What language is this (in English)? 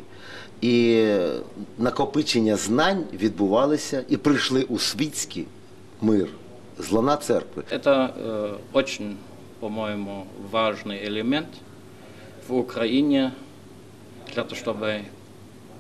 Ukrainian